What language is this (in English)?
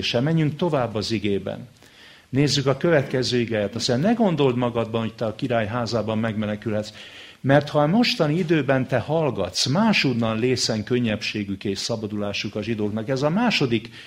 Hungarian